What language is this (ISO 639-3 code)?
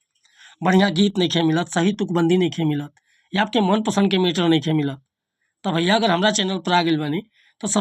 bho